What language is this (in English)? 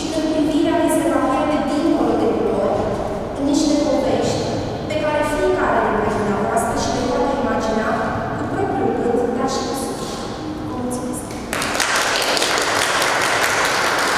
Romanian